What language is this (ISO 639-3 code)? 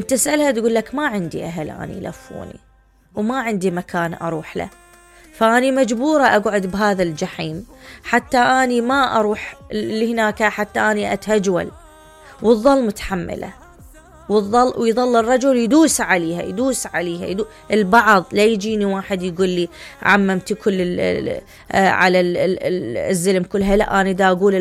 acm